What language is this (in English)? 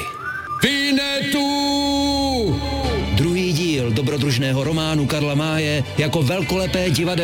Czech